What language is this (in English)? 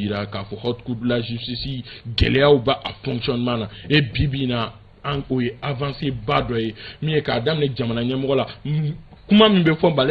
Bambara